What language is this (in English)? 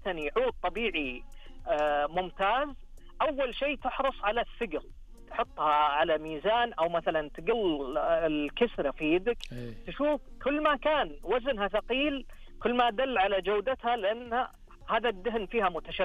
Najdi Arabic